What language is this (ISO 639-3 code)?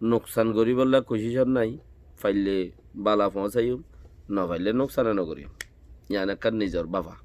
rhg